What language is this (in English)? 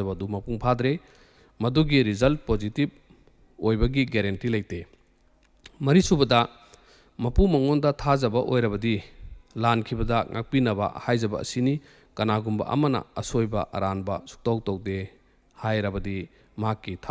Manipuri